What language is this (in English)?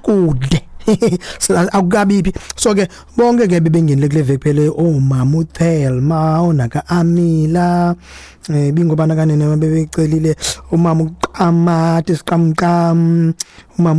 Xhosa